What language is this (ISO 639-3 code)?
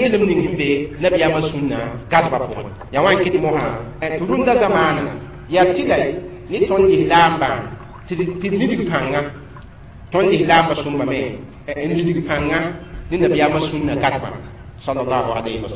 mos